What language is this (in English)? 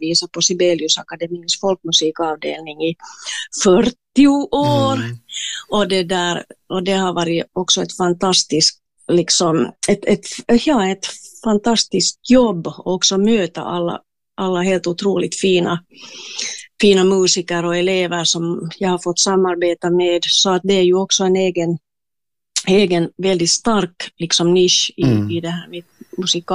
Swedish